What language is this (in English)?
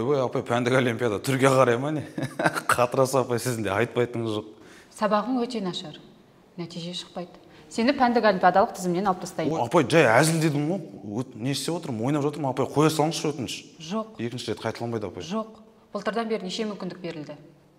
Kazakh